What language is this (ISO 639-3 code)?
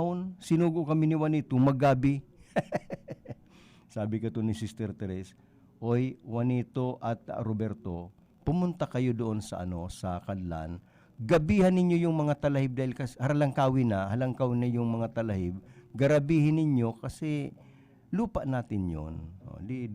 bik